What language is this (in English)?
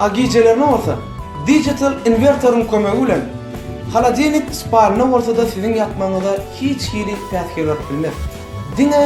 Turkmen